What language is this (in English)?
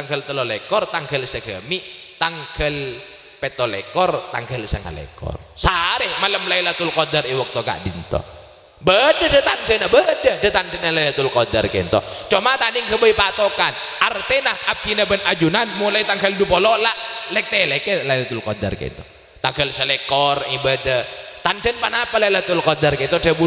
Madurese